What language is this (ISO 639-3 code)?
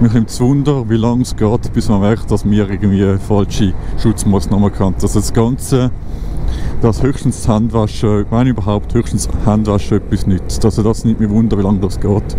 gsw